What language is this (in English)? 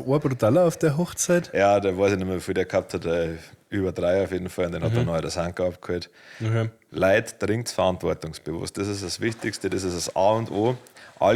Bavarian